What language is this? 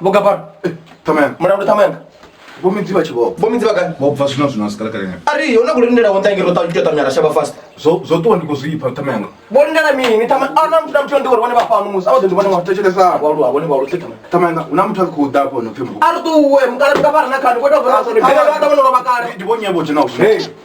Venda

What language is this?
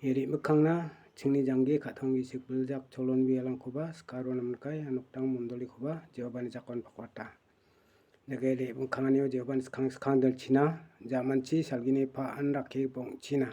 Garo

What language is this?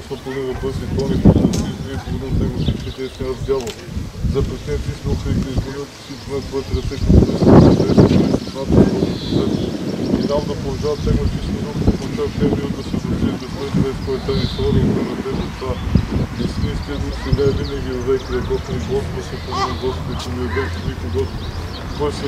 Bulgarian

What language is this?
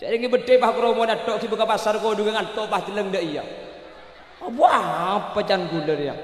Madurese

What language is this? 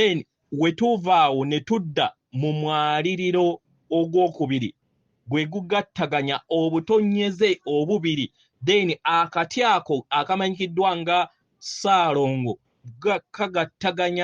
Ganda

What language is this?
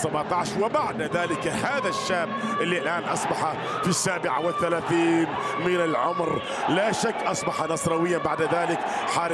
Arabic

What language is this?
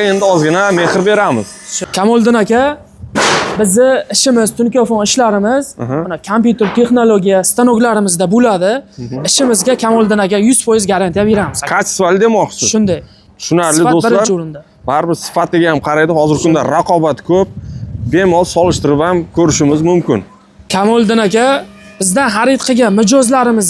Uzbek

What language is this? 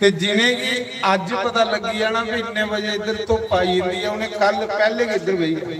Dogri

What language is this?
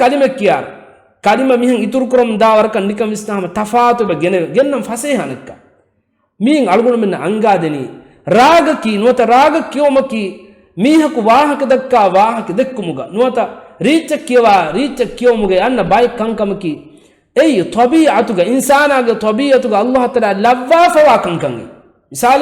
Divehi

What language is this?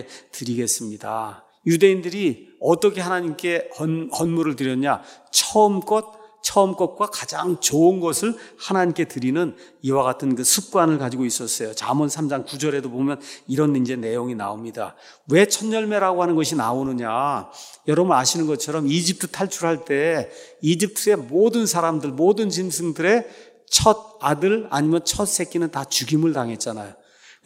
Korean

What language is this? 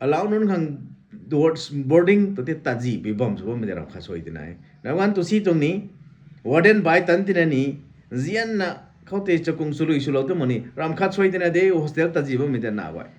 Rongmei Naga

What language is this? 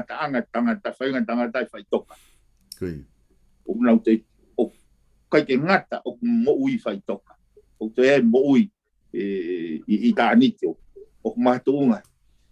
Tongan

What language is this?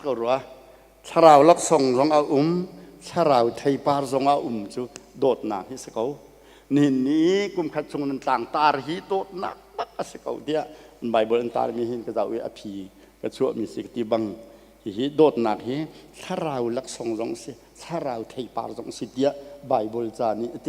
Hakha Chin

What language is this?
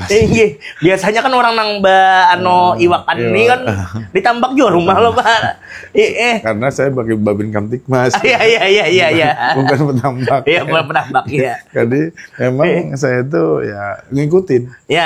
Banjar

